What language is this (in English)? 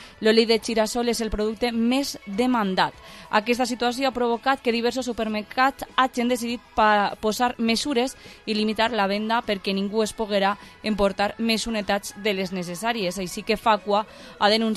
Catalan